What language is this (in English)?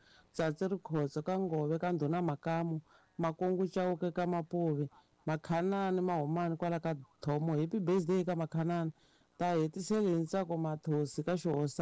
Tsonga